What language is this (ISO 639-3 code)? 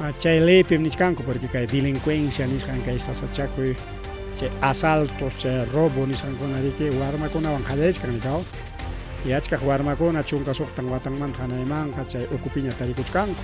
quy